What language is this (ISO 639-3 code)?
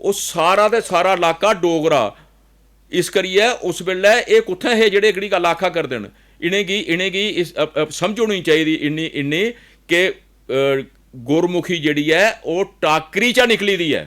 doi